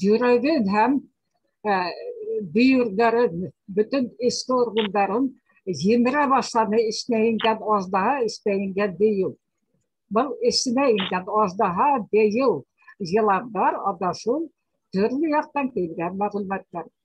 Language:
Bashkir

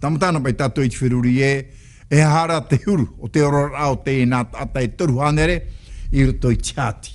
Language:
Tahitian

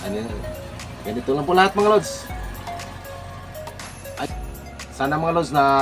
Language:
Filipino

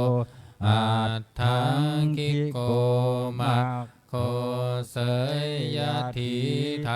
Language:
Pali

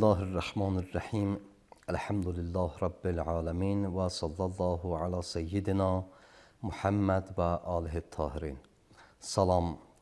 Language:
Azerbaijani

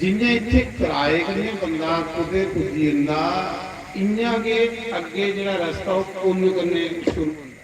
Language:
Dogri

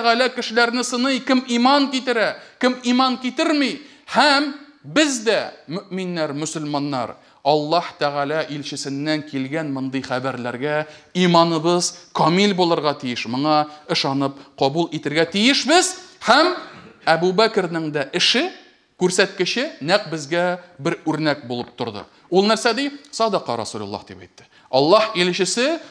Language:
Tatar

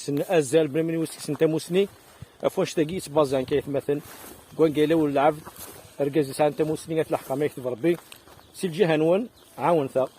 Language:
Kabyle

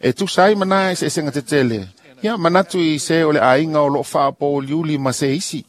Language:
Samoan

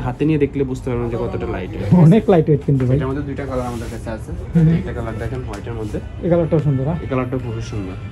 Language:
Bangla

